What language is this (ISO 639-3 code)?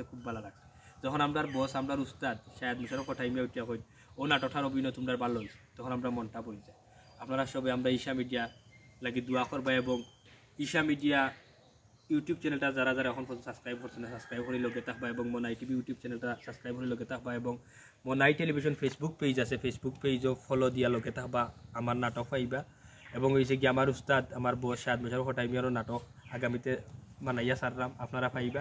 syl